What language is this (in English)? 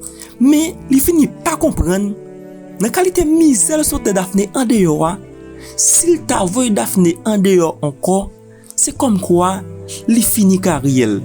Haitian Creole